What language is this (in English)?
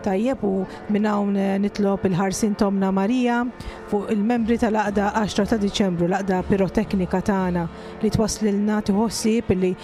Maltese